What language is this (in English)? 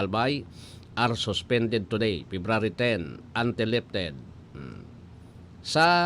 Bikol